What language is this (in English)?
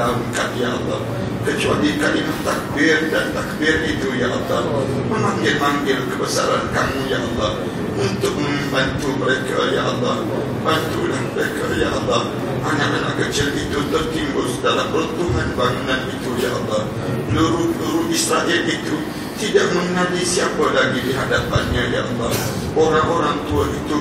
Malay